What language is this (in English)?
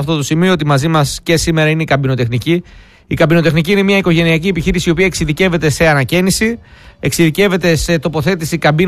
Greek